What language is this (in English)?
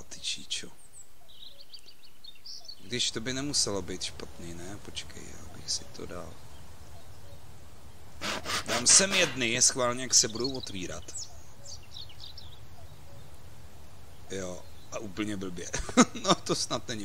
Czech